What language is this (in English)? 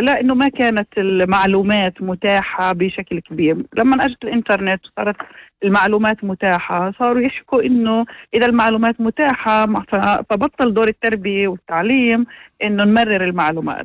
North Levantine Arabic